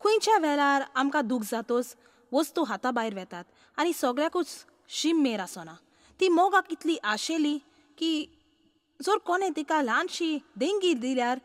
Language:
Konkani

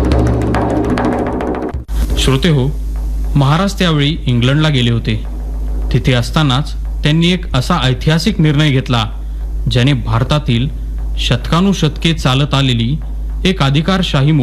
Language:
Marathi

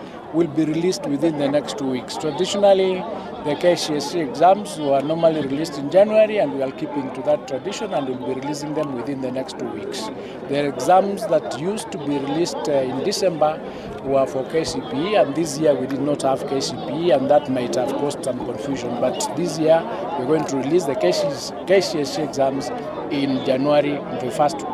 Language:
Gusii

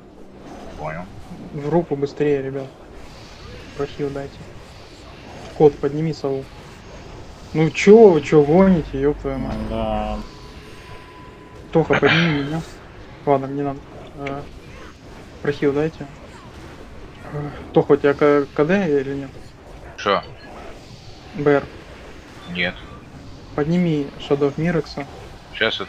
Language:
Russian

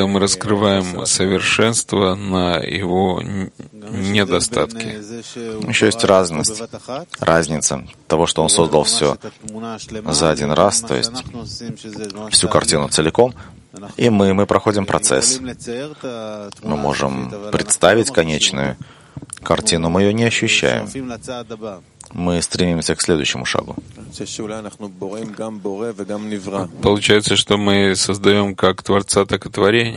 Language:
Russian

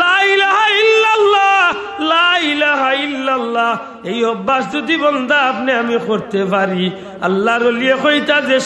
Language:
Sylheti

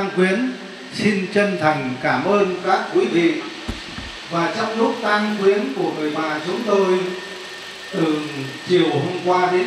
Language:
Vietnamese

